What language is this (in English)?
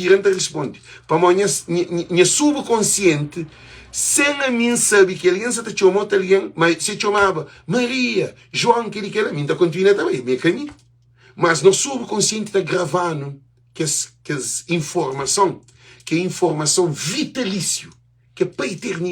Kabuverdianu